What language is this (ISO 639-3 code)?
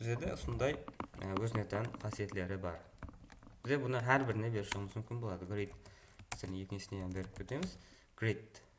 kaa